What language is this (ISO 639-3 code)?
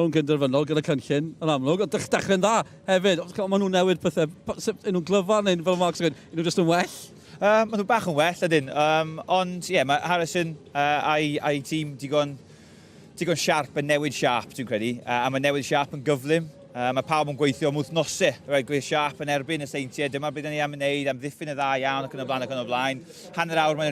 cym